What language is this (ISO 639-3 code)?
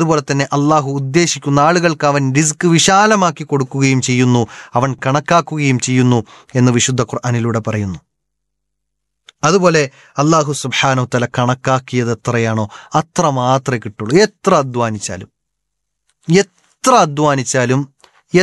mal